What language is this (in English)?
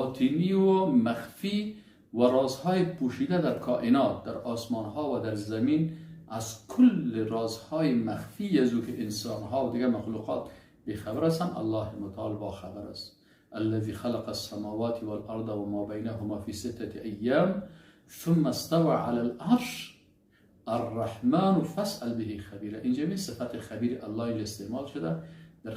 Persian